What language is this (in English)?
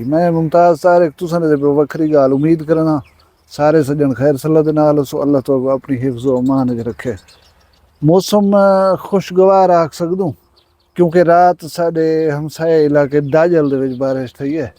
Saraiki